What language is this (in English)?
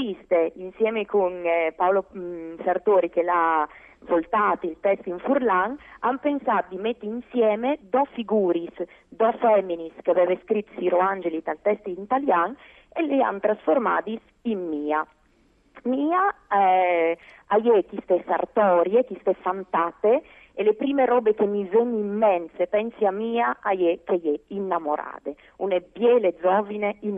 Friulian